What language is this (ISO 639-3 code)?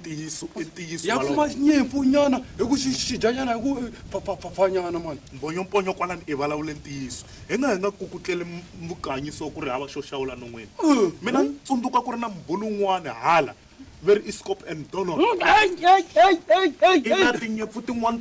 tso